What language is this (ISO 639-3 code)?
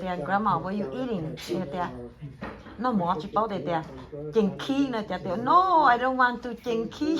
hmn